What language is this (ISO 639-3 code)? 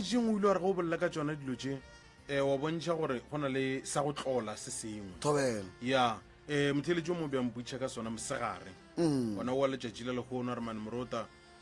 nso